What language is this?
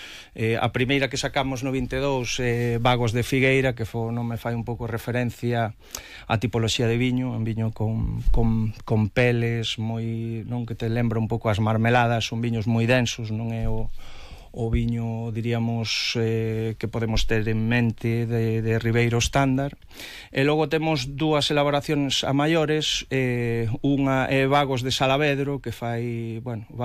Galician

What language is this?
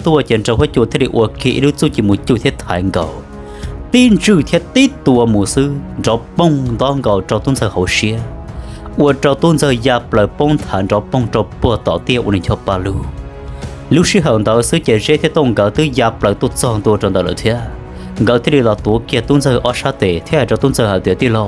Hmong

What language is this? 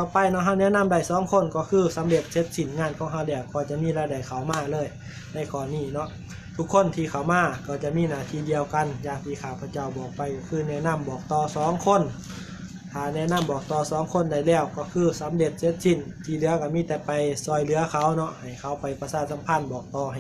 Lao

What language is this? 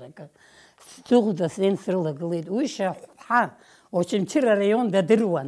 Abkhazian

